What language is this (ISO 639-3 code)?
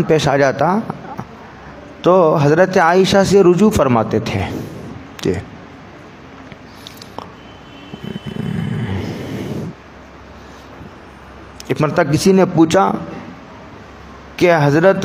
urd